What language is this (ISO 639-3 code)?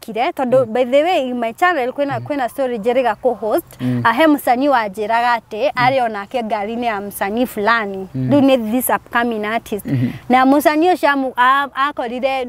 kik